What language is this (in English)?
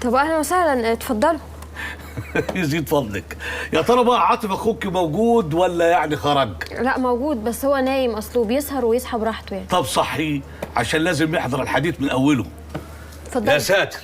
Egyptian Arabic